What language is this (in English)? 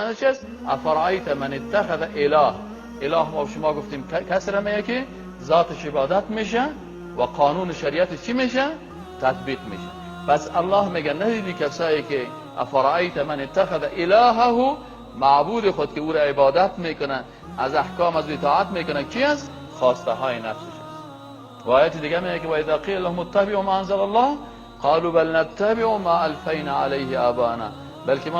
Persian